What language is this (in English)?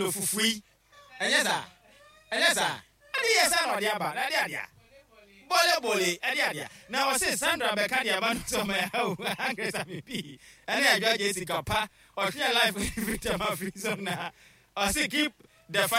Akan